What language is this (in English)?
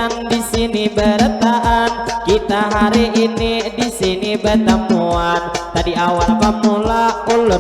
Banjar